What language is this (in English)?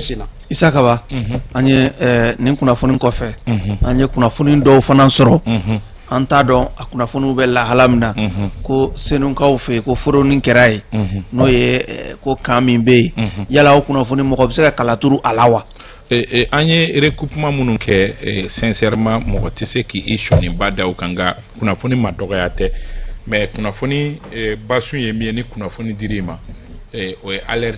Bambara